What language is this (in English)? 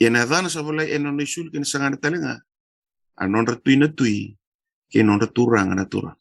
Fijian